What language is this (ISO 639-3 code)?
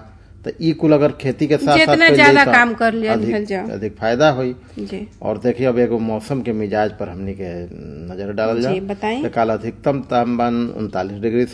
bho